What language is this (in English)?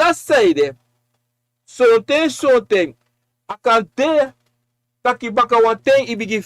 Sranan Tongo